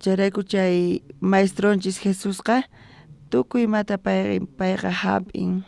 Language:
South Bolivian Quechua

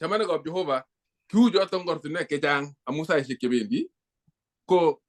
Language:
Kalenjin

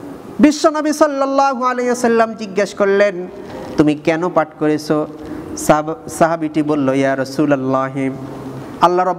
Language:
Bangla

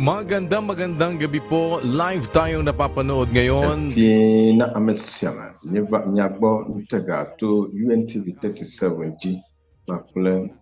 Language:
Ewe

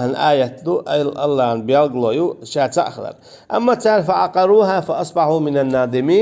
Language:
Chechen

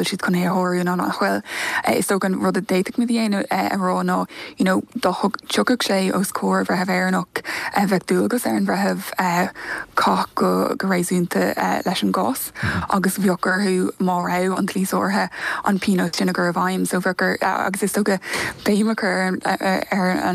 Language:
Irish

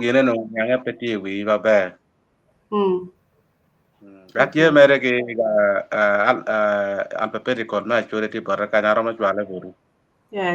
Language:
Acoli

